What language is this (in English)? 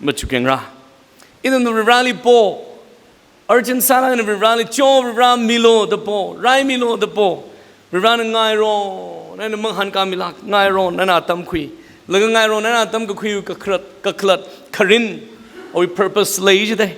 Tangkhul Naga (India)